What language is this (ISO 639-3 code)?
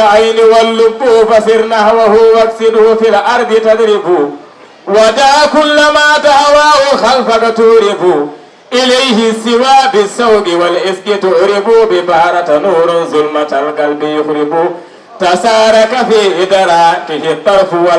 ful